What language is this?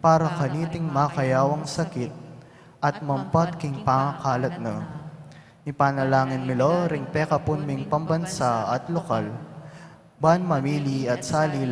Pampanga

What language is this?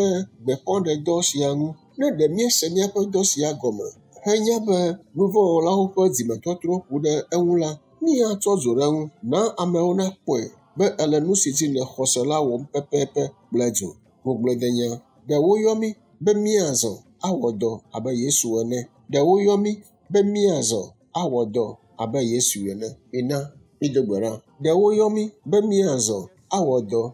Ewe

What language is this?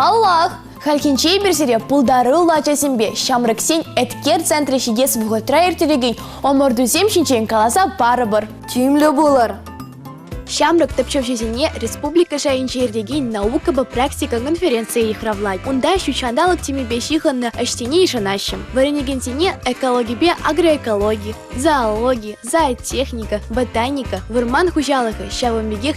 Chuvash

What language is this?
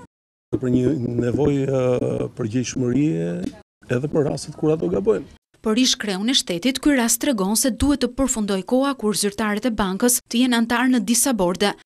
Albanian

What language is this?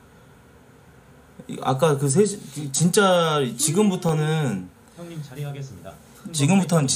Korean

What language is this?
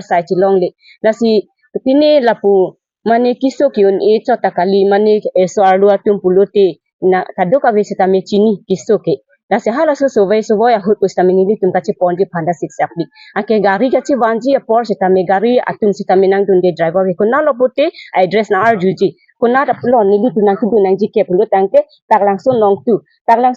Karbi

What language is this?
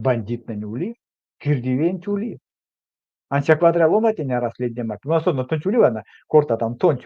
Erzya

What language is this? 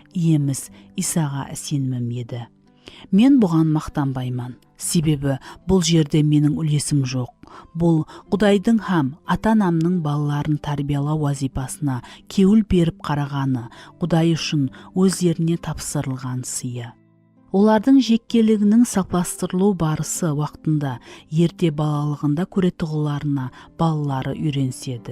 Kara-Kalpak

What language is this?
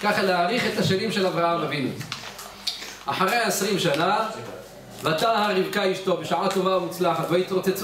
Hebrew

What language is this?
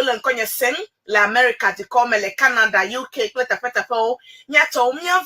Ewe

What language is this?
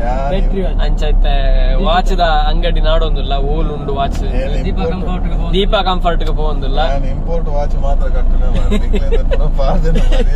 Tulu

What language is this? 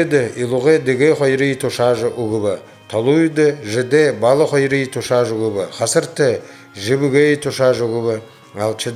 Buriat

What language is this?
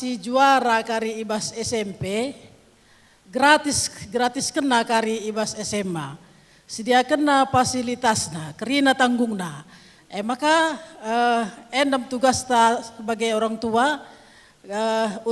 Batak Karo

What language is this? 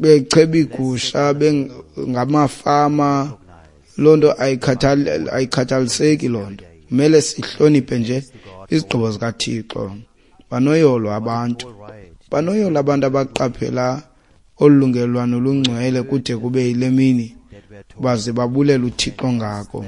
Xhosa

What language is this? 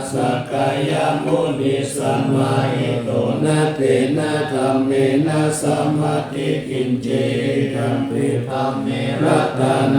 Pali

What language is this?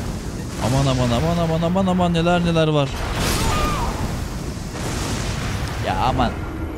Turkish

